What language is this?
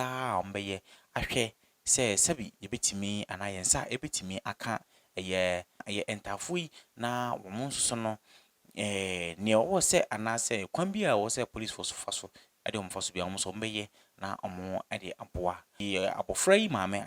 Akan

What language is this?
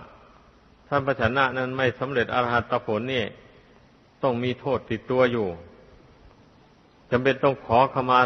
Thai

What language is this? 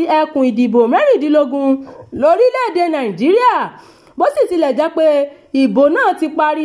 Yoruba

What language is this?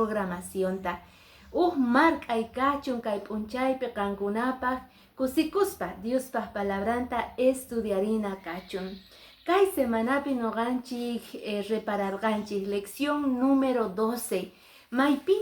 Quechua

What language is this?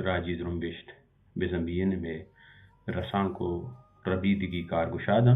Baluchi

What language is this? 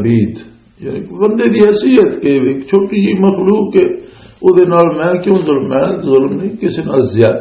Western Panjabi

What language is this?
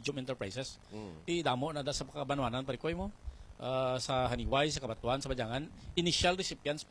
Hiligaynon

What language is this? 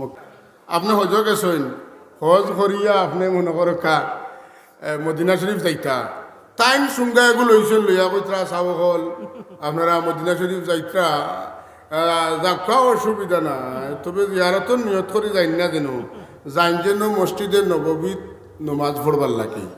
Sylheti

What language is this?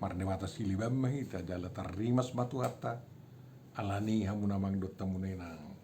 Batak Toba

